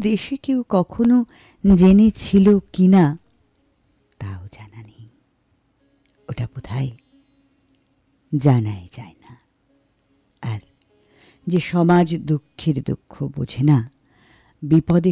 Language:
Bangla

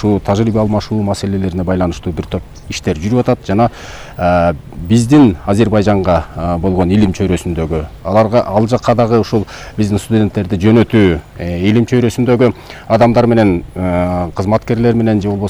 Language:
Kyrgyz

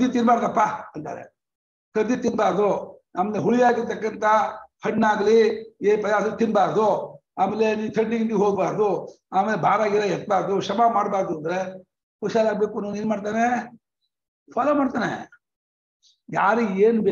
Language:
Kannada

